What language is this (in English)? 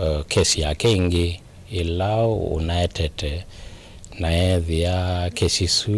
Kamba